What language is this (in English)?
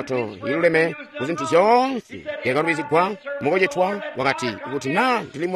Tonga (Zambia)